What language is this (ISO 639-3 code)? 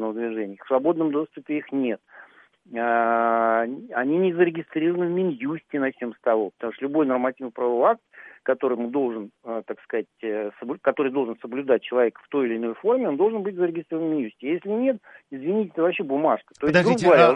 rus